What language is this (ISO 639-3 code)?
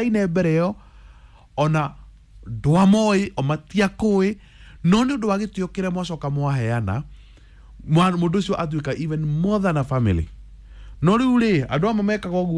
kik